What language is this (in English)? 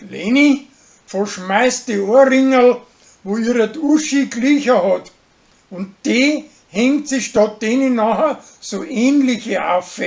Bavarian